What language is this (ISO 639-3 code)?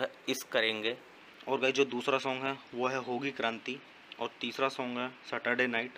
hin